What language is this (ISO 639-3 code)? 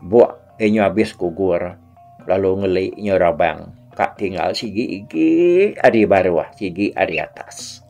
iba